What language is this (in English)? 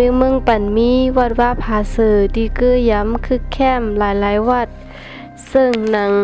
Shan